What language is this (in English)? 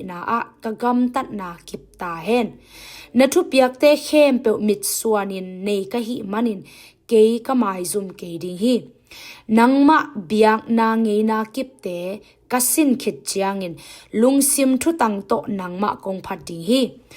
Tedim Chin